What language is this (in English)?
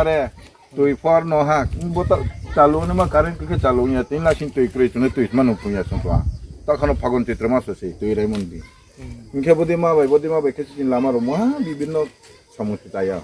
Riang (India)